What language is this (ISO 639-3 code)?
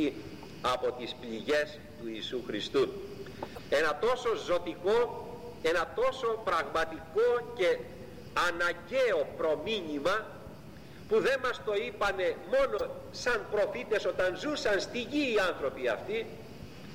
ell